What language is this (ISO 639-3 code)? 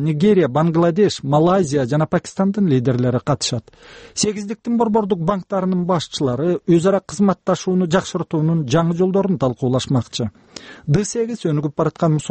kir